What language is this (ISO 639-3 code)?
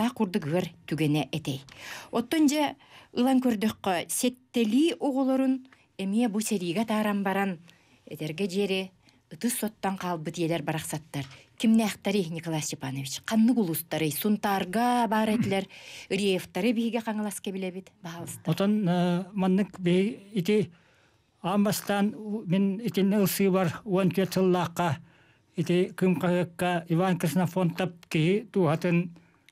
sah